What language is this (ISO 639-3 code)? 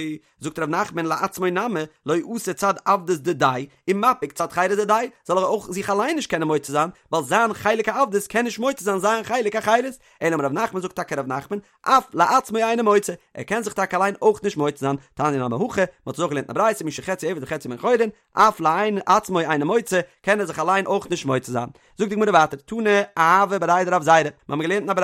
yid